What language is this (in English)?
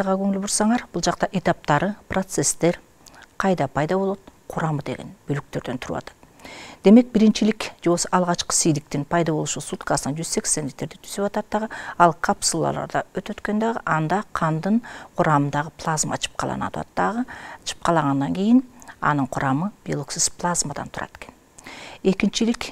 Kyrgyz